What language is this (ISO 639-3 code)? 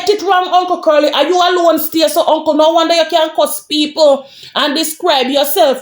jam